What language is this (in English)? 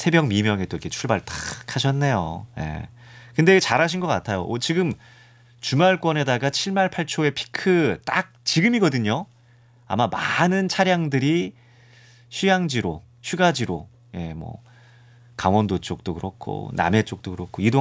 Korean